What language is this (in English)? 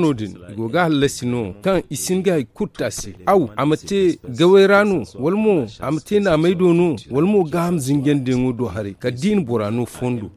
Zarma